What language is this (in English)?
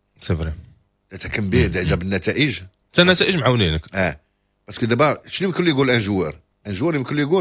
Moroccan Arabic